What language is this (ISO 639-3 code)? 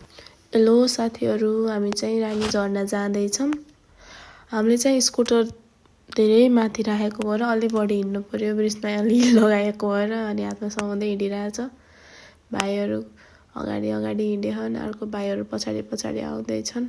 nep